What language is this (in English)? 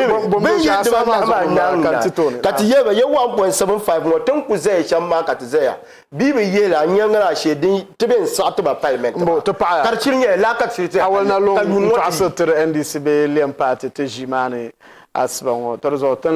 Dagbani